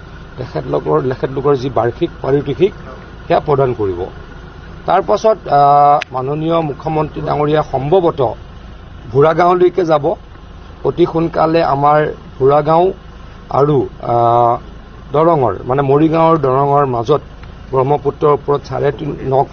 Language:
Assamese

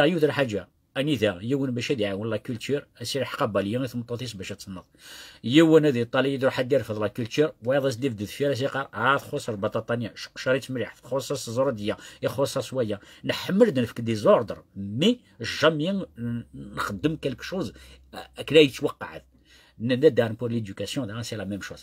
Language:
Kabyle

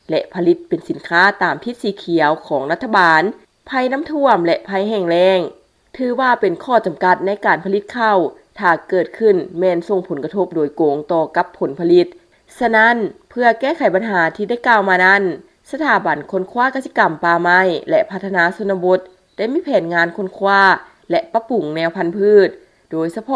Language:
Lao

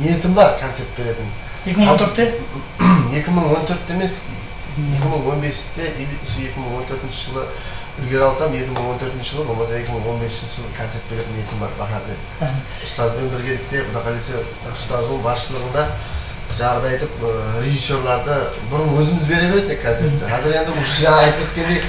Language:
Kara-Kalpak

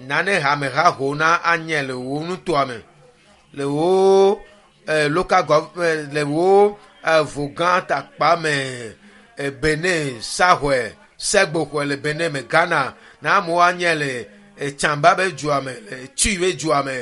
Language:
Ewe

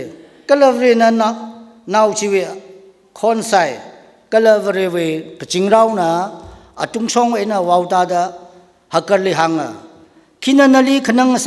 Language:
Tangkhul Naga (India)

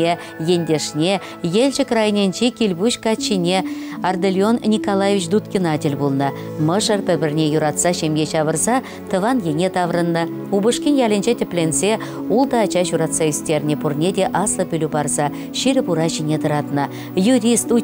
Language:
Chuvash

